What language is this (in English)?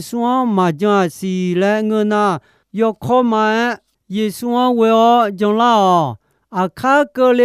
Akha